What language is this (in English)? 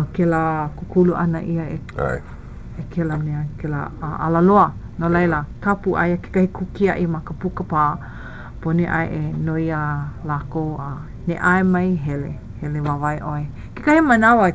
Hawaiian